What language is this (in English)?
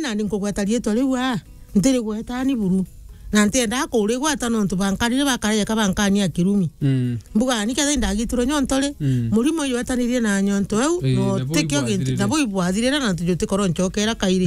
Meru